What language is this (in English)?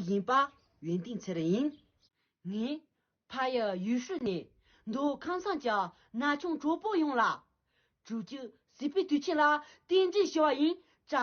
Tibetan